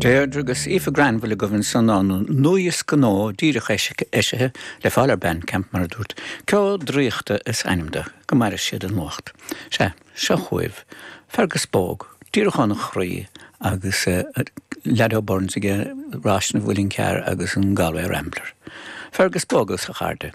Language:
Irish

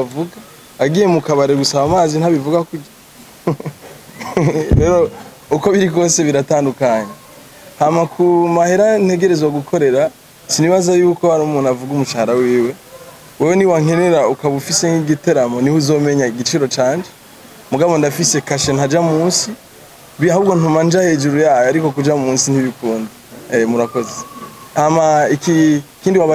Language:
Rundi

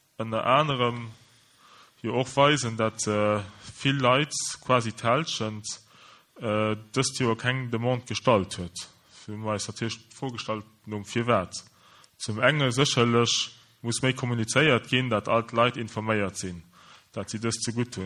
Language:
Luxembourgish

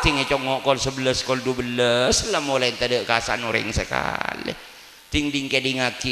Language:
Madurese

